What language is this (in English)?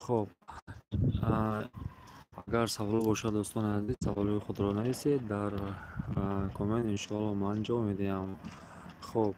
Tajik